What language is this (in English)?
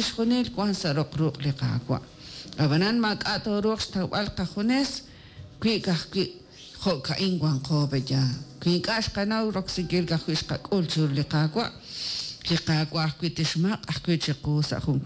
Kekchí